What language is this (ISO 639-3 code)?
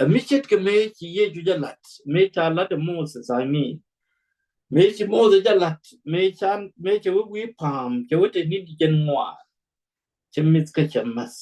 nus